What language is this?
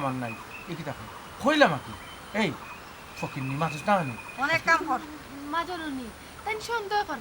Sylheti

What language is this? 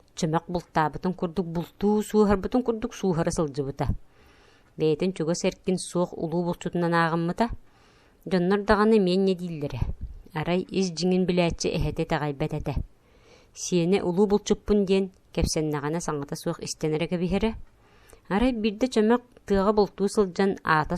Yakut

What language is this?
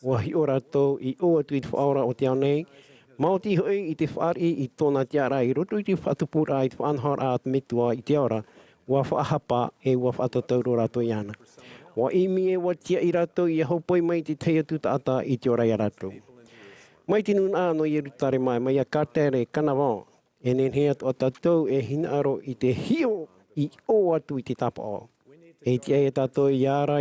Tahitian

